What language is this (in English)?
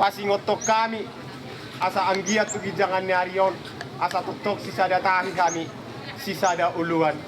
Batak Toba